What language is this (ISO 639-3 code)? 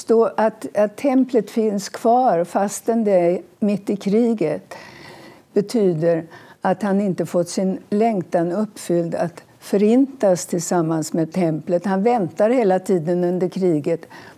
swe